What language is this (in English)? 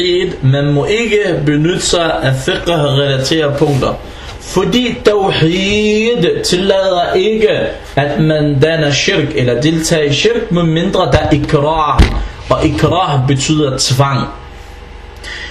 Danish